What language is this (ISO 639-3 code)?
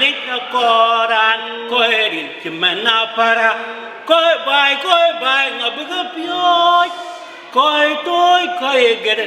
din